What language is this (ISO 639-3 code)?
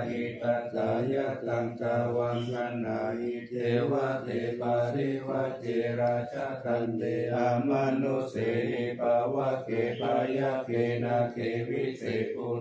pli